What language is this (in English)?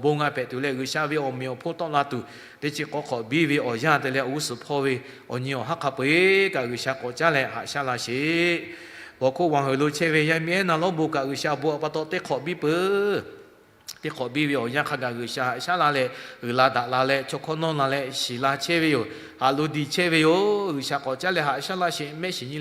Lahu